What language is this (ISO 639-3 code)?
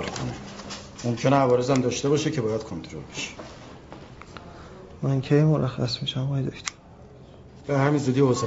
fas